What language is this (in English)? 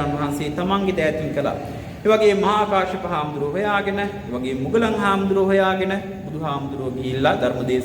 Sinhala